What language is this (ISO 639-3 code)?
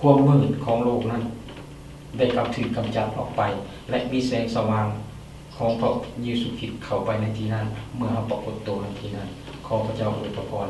lao